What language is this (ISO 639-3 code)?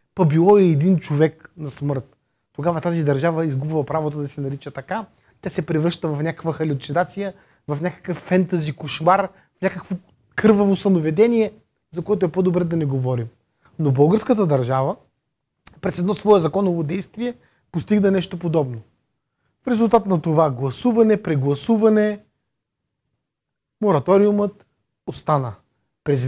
bul